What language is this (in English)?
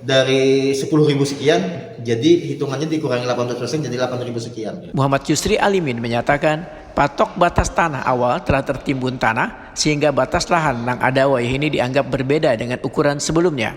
Banjar